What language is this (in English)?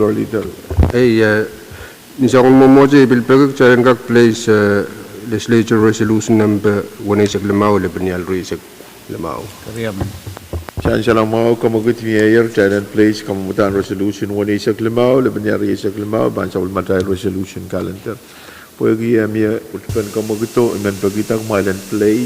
Pohnpeian